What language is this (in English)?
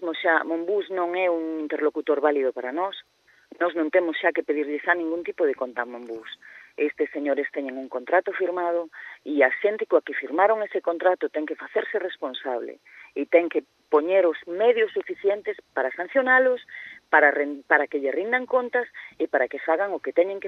Galician